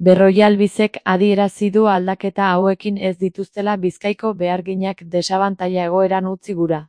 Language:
Basque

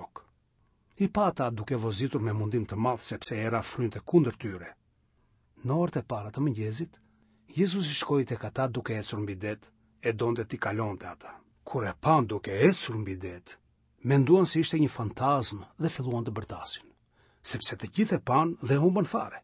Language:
Albanian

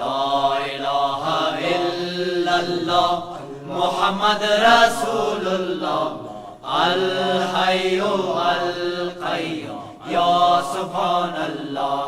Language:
Persian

